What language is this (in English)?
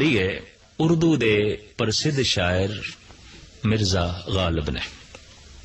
Punjabi